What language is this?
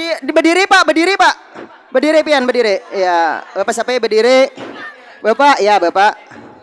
Banjar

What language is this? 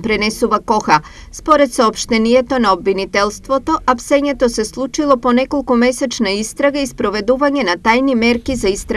Macedonian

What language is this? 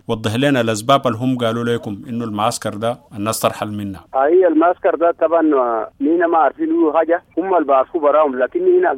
Sudanese Arabic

